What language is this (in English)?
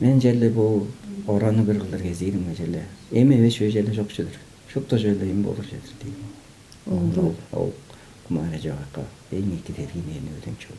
Tuvinian